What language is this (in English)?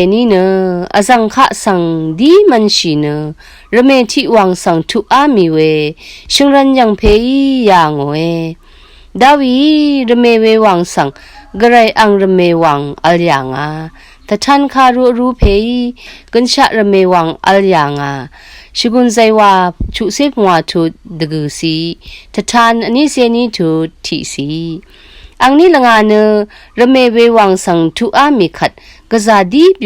Rawang